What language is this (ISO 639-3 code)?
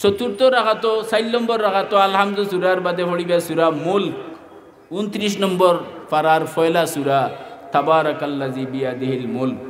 syl